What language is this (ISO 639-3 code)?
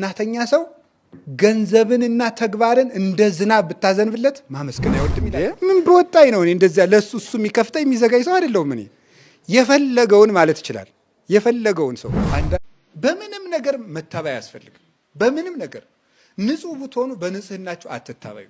amh